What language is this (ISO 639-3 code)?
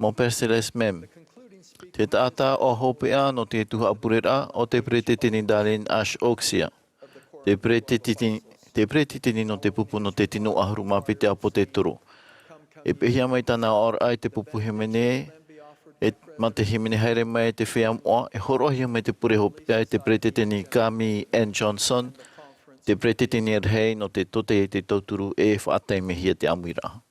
tah